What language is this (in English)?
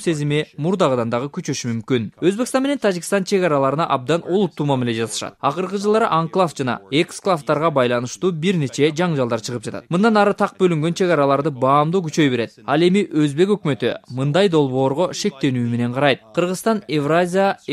Kyrgyz